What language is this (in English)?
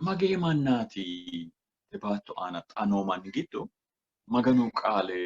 Sidamo